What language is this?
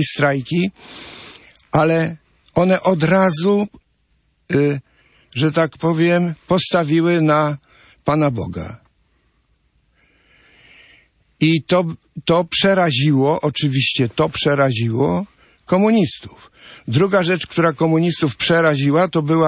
Polish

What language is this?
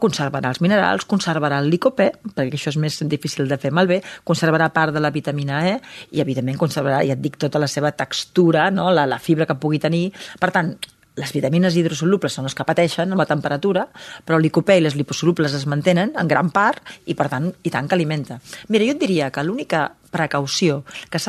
Catalan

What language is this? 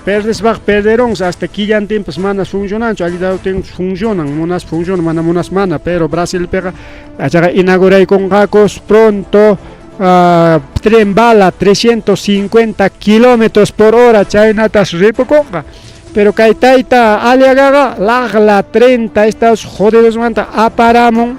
Ayacucho Quechua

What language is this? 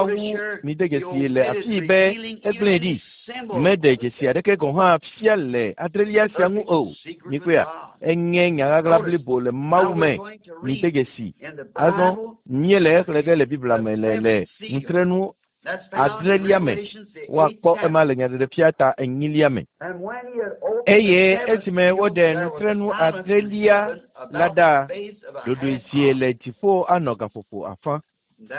Ewe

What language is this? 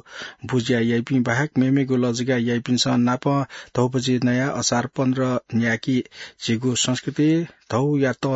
Newari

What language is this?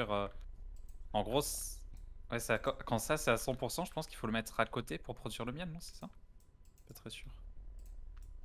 French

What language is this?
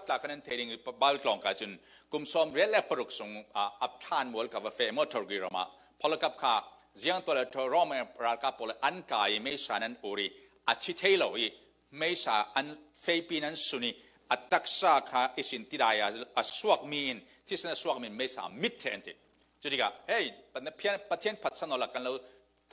Falam Chin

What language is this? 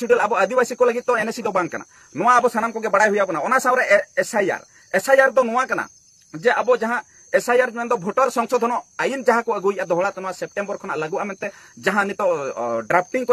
Santali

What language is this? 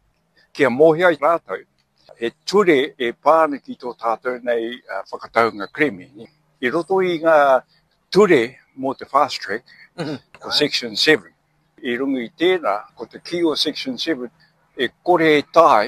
Māori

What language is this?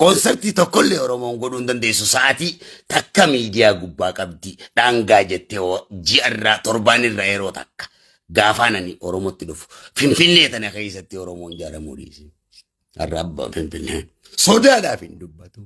Oromo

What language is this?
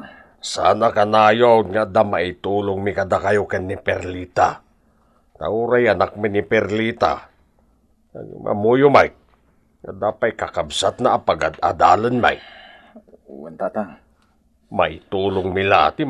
Iloko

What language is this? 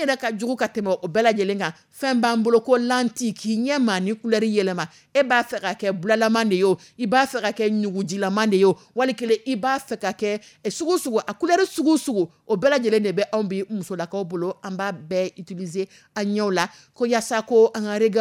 Dyula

